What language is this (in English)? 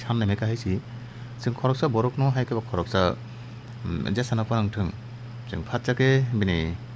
Kok Borok